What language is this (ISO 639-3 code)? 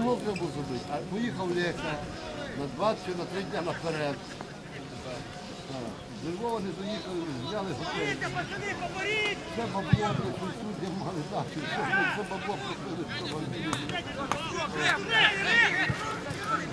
ukr